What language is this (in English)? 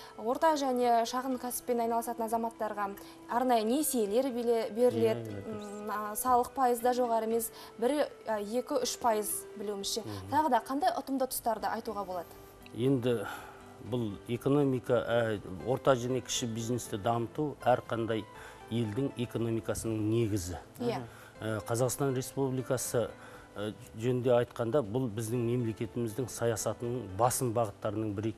Kazakh